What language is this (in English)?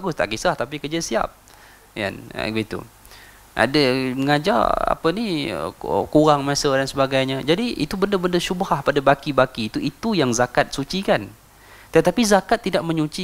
Malay